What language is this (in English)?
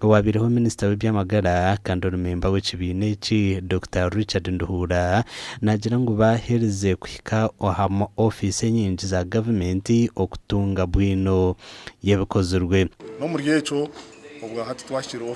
Nyankole